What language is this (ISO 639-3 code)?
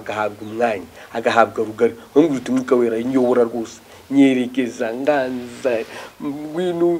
kin